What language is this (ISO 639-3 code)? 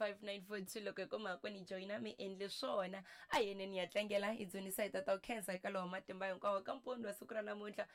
tso